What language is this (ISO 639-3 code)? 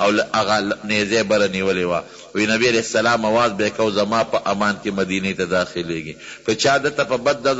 pus